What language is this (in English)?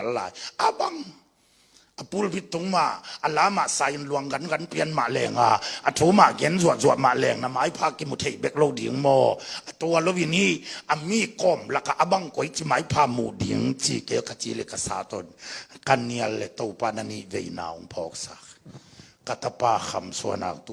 Tedim Chin